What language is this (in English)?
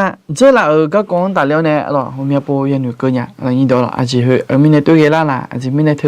Akha